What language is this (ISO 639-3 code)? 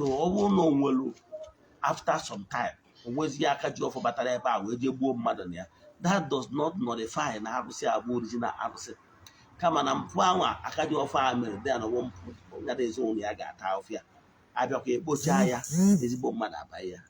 ibo